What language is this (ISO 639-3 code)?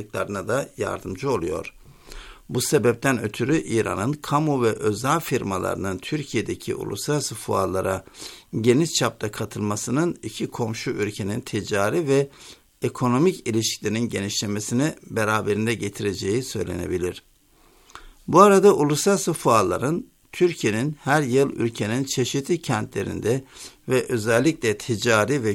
tur